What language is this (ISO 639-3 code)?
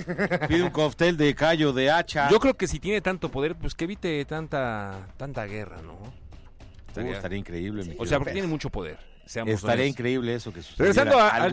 spa